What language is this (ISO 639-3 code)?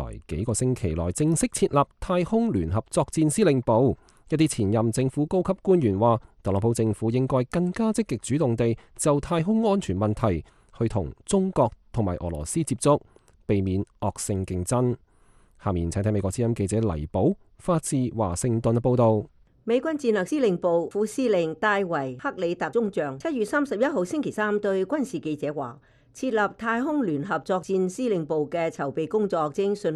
yue